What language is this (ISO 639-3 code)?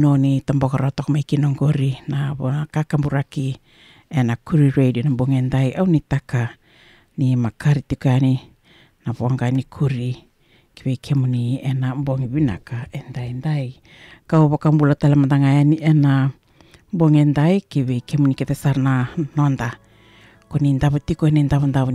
fij